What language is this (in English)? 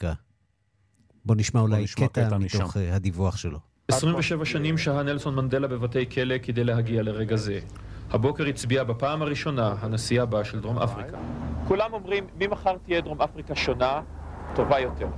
Hebrew